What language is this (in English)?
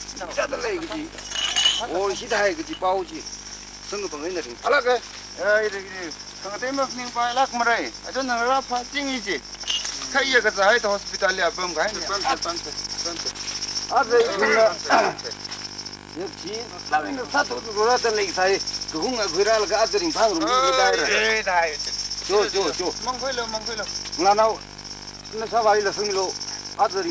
Tangkhul Naga (India)